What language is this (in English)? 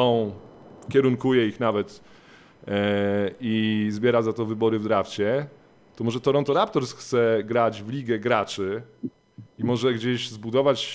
Polish